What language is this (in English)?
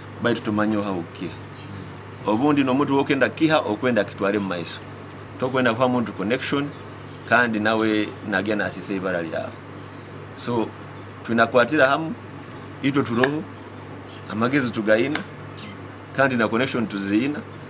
Nyoro